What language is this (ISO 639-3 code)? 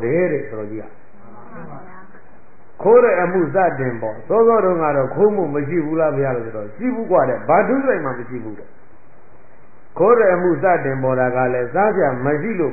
mya